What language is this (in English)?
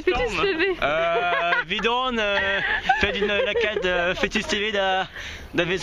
Breton